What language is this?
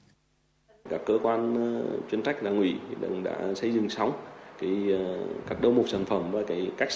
Vietnamese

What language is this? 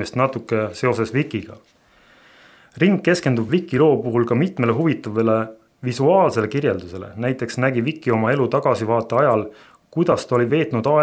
Estonian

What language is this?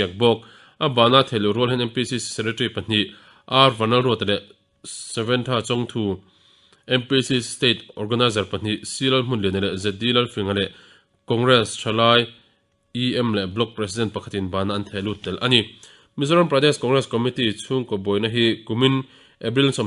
Mizo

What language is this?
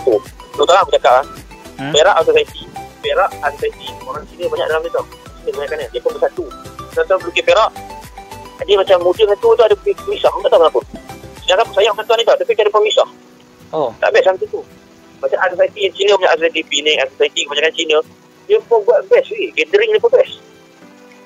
Malay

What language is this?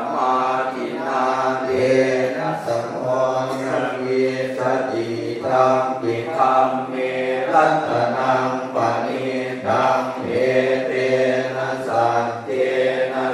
Pali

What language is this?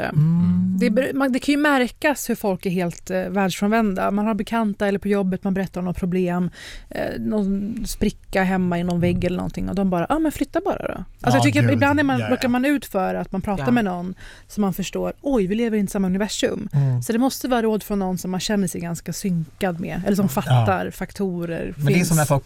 Swedish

